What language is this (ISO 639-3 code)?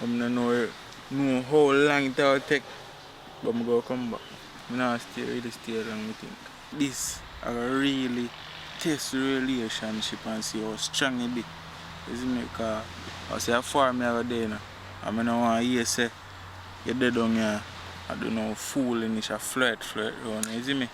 jam